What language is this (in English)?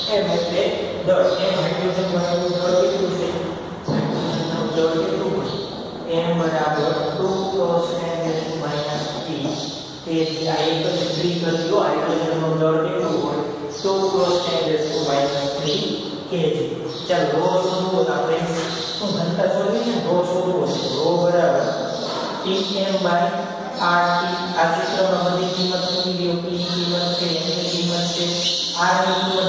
Gujarati